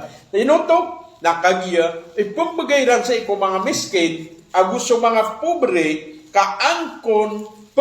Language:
Maranao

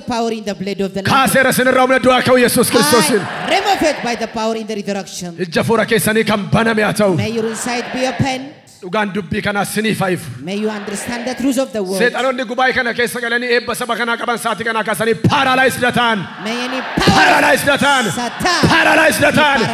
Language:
Oromo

